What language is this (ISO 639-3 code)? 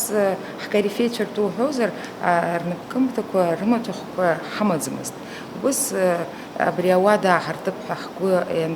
abk